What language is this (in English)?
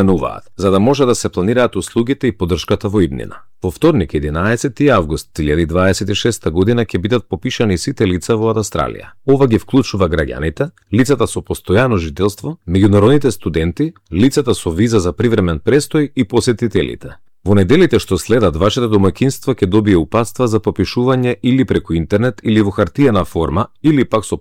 Macedonian